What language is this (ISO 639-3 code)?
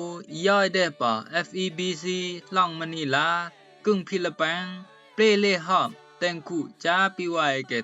rbb